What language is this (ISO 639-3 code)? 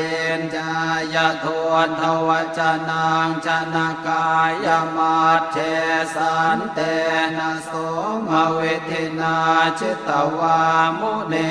pli